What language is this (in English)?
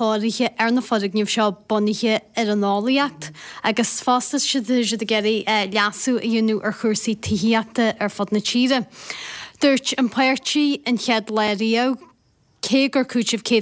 Irish